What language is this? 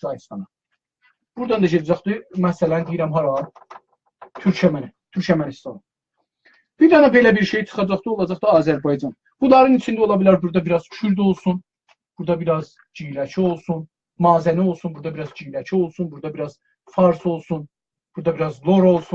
South Azerbaijani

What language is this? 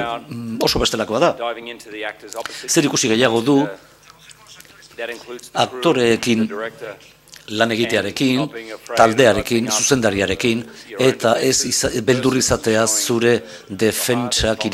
Basque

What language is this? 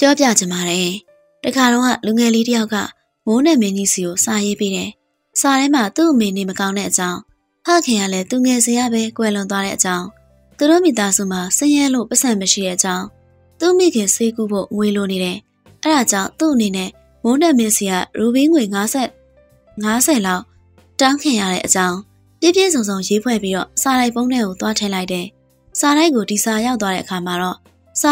Burmese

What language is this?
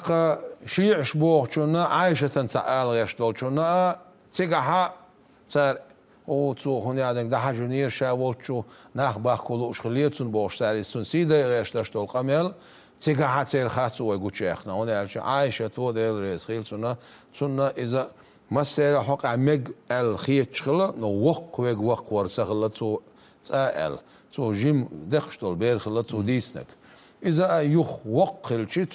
Chechen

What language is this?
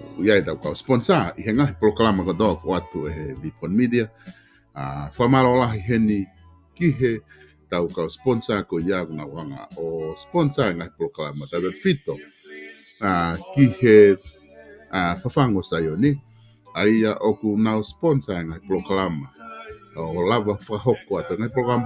Tongan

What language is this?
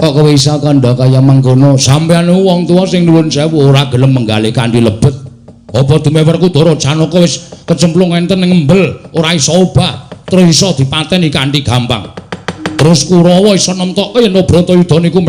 Javanese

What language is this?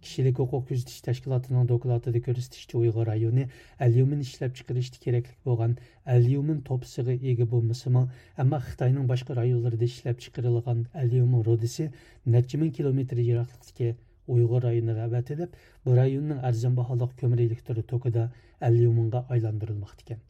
Uyghur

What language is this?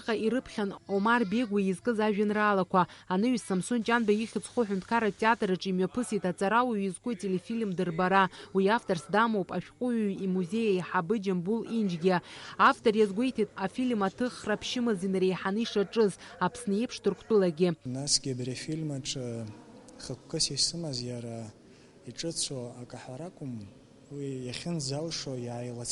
Abkhazian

